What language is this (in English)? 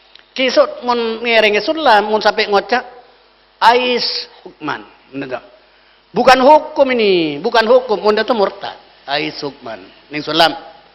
Madurese